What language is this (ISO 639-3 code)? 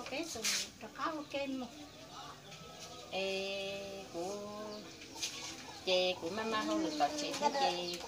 vie